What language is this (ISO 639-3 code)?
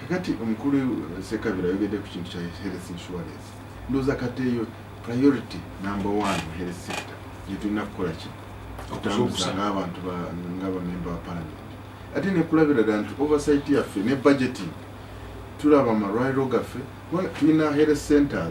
lug